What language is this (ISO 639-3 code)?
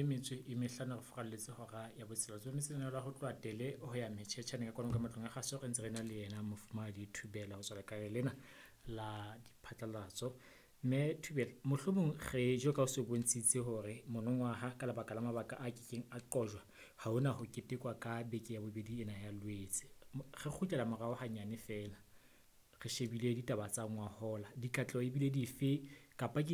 sot